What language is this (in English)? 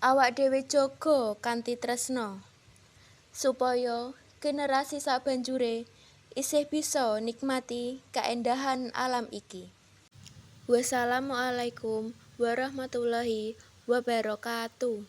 Javanese